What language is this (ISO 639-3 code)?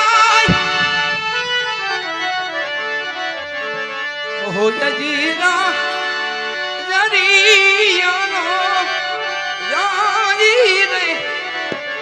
guj